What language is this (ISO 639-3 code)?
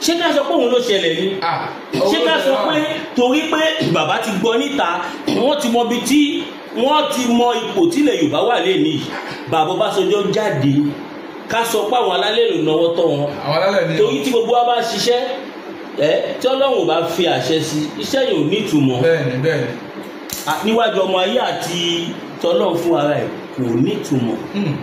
yor